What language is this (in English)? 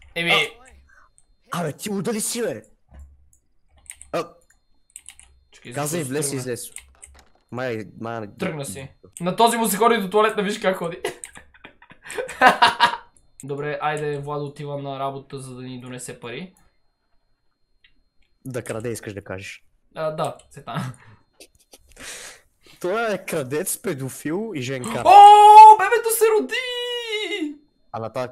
Bulgarian